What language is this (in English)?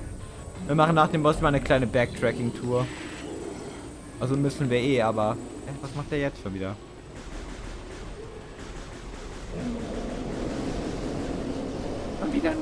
German